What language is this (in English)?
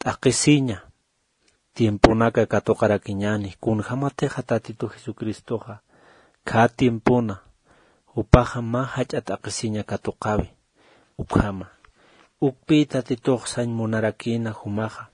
Aymara